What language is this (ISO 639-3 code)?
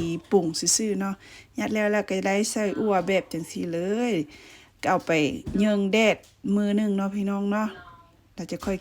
lao